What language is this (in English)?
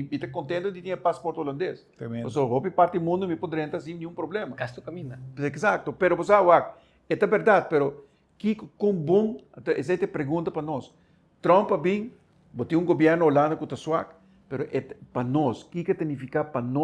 Papiamento